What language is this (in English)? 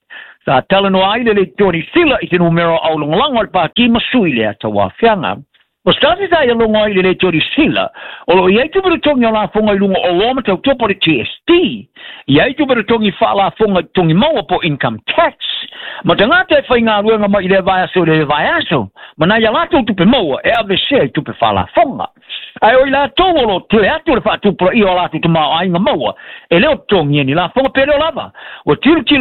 Samoan